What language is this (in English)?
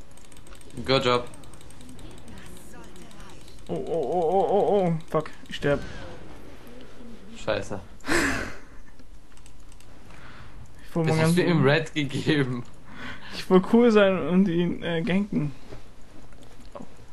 German